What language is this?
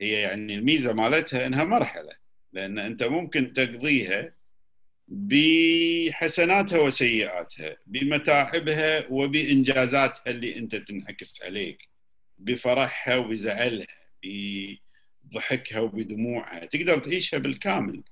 Gulf Arabic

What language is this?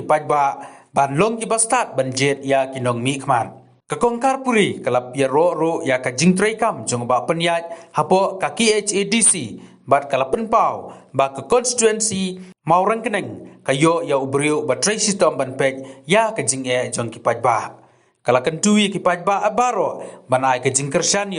Khasi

